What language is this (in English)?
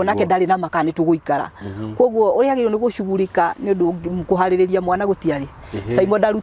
Kikuyu